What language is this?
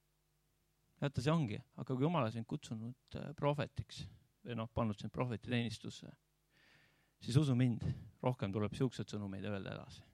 Estonian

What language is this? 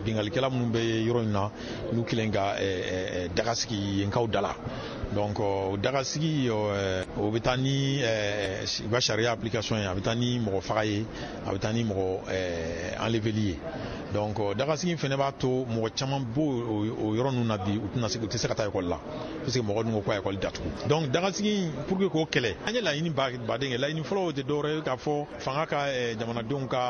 Bambara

